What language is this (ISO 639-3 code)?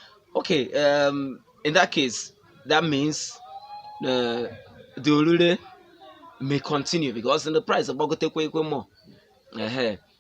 ibo